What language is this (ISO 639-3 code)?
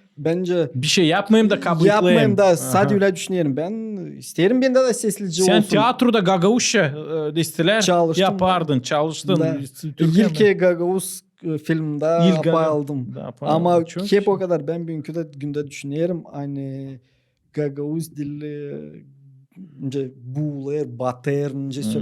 gag